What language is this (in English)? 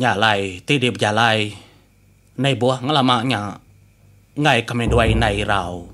Iban